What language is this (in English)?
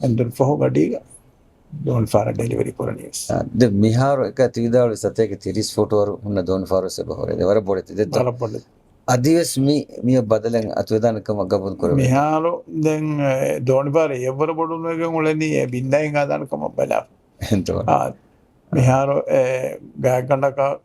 Divehi